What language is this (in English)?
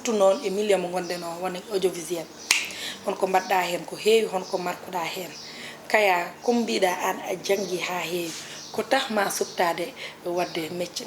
Fula